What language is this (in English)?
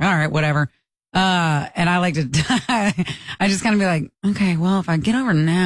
English